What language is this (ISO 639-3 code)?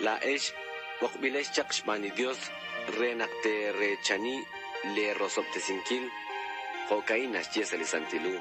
kek